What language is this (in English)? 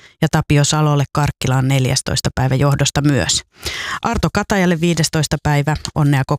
Finnish